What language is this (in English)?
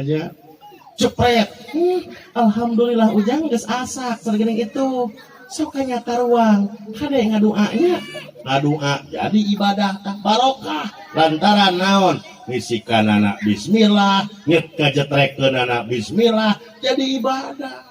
Sundanese